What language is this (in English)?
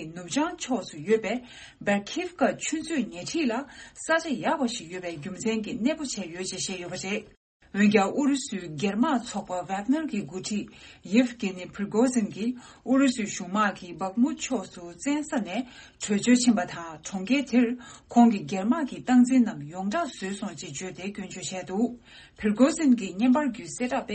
Tibetan